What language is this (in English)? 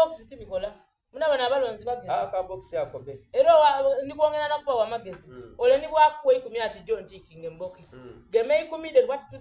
Soga